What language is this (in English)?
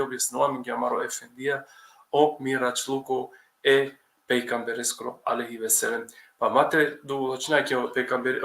Balkan Romani